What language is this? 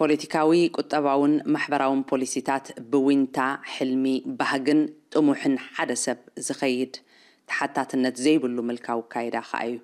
Tigrinya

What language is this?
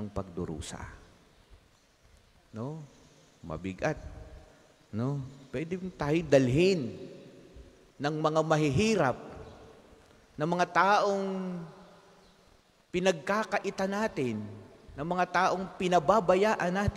Filipino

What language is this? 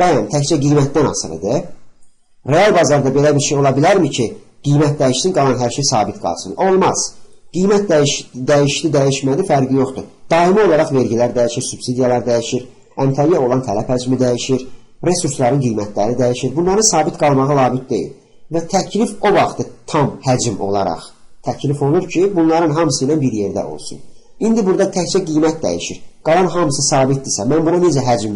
Azerbaijani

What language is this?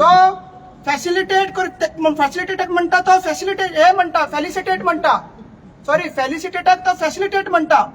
Konkani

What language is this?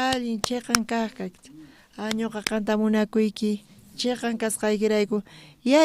South Bolivian Quechua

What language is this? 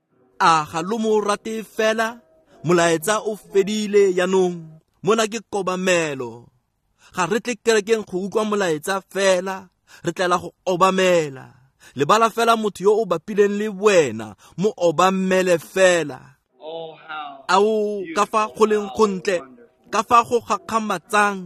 Tswana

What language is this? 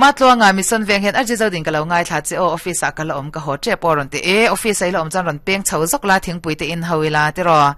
Mizo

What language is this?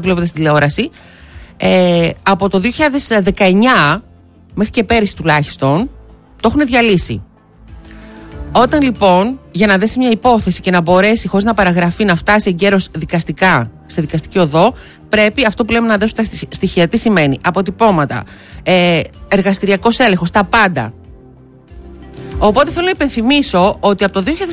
Greek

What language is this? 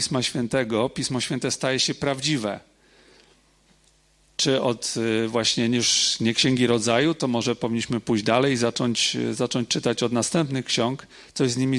Polish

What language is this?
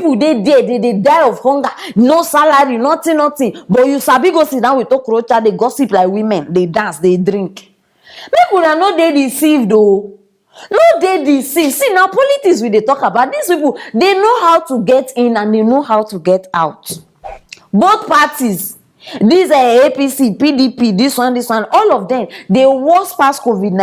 Nigerian Pidgin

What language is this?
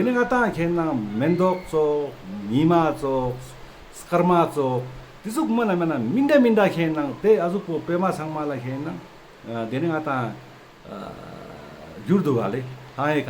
Ladakhi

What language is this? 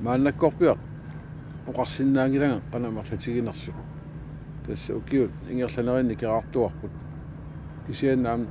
Kalaallisut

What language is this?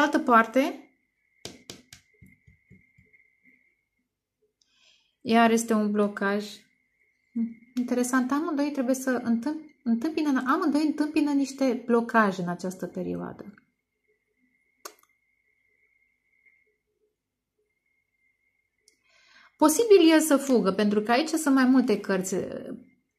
Romanian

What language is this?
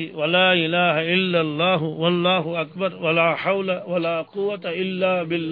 Kashmiri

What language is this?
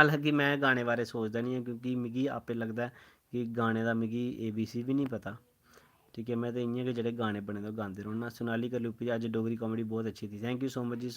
Dogri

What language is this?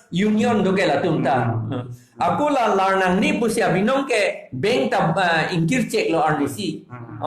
Karbi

